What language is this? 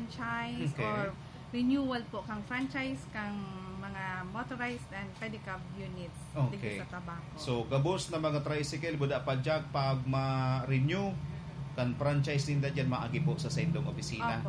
Bikol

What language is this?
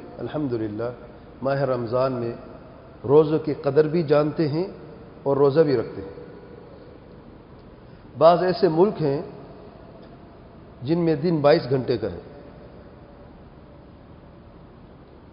Urdu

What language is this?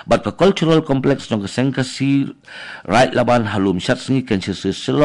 Khasi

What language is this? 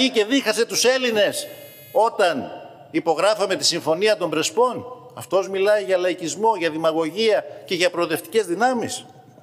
Greek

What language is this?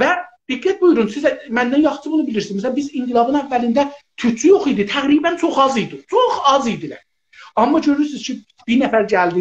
South Azerbaijani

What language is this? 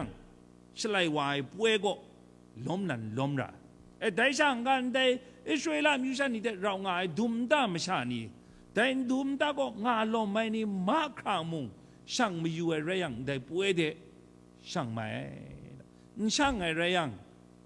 Kachin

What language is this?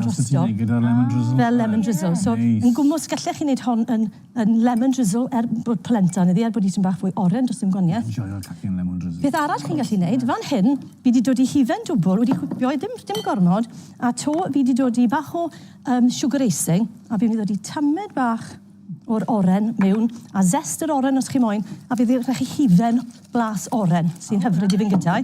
Welsh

